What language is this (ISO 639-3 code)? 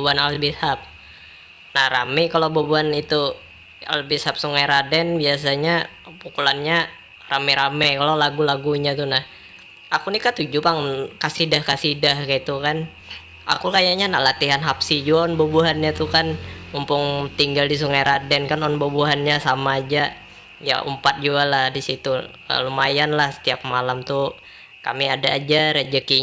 bjn